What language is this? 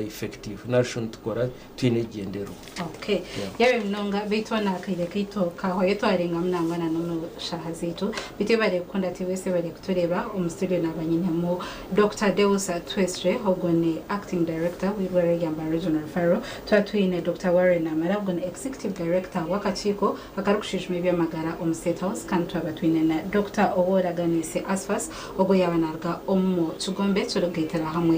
Nyankole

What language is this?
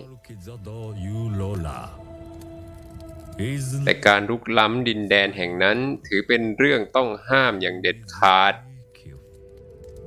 Thai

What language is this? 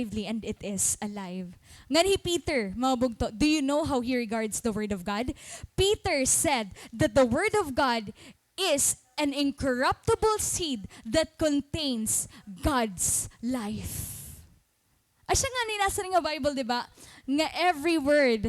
Waray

